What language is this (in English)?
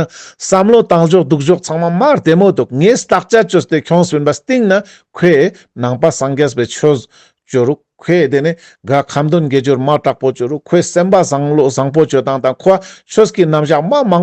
Ladakhi